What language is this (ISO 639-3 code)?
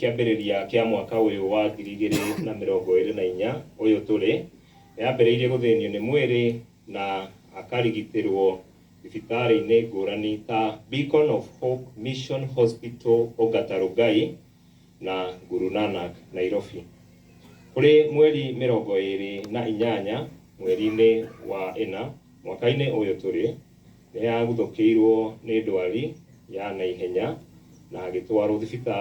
kik